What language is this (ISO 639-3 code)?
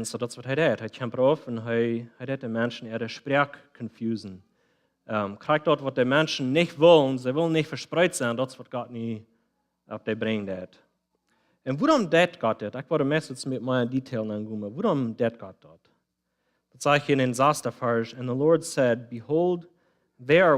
pdt